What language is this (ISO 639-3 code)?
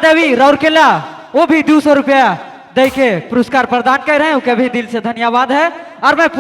sck